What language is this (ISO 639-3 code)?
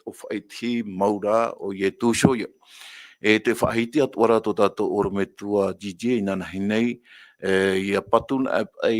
tah